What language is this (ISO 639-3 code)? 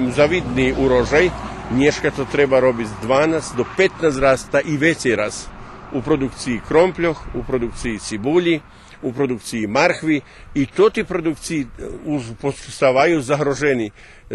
rue